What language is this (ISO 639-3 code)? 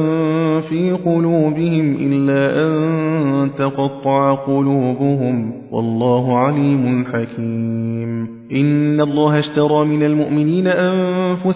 ara